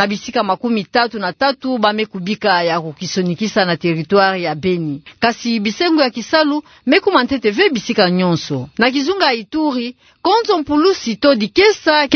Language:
Kituba (Democratic Republic of Congo)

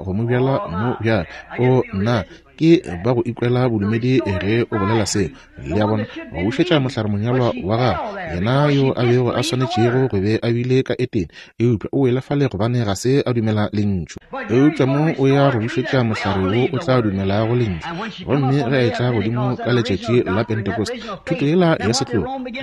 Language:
Northern Sotho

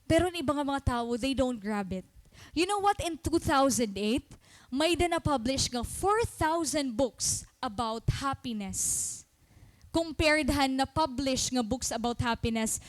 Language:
Waray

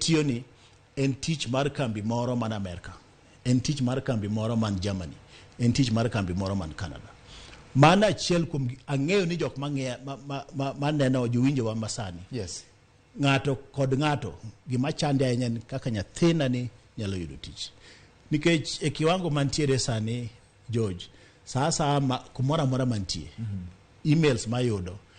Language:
Luo (Kenya and Tanzania)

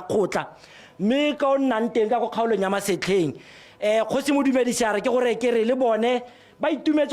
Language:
Tswana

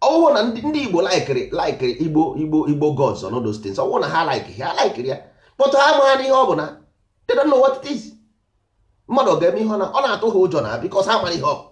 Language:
Igbo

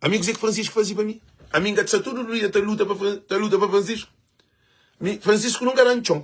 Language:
Kabuverdianu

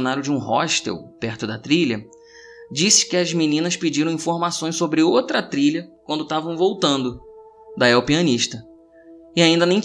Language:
Portuguese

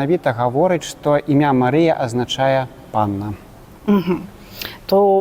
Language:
Belarusian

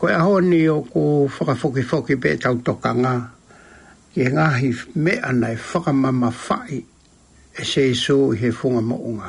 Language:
Tongan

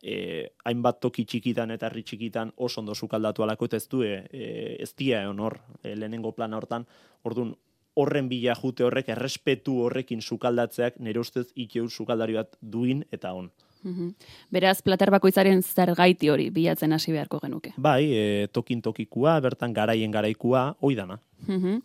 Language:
Basque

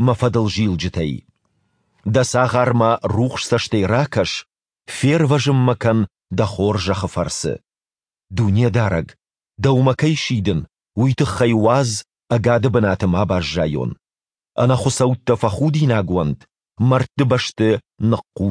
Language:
Ossetic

